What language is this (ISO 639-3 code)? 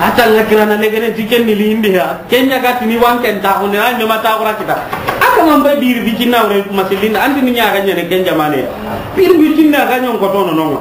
snk